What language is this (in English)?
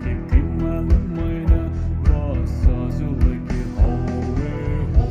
Poumei Naga